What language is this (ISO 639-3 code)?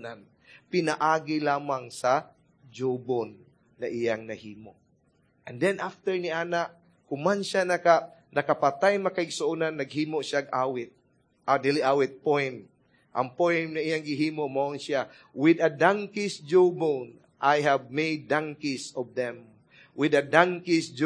ceb